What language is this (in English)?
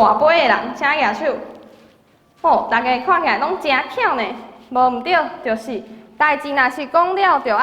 Min Nan Chinese